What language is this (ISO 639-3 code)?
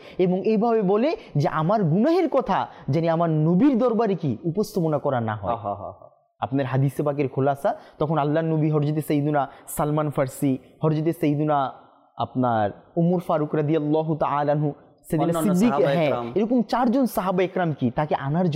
ben